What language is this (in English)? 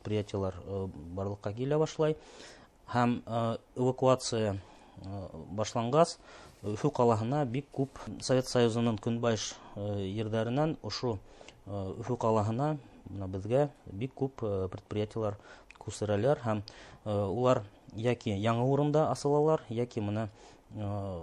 Bashkir